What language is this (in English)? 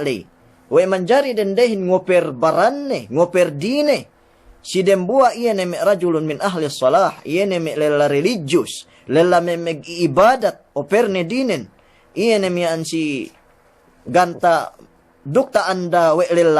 Yakan